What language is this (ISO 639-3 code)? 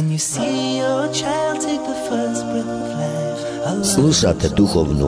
bos